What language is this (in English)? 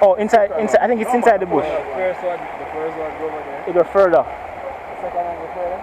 Jamaican Creole English